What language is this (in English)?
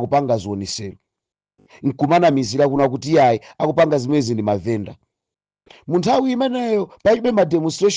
Nyanja